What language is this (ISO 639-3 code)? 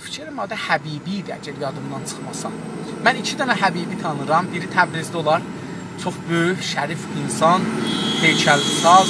azb